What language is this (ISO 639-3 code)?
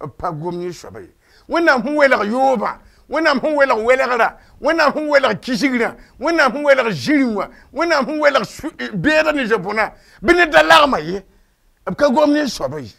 mos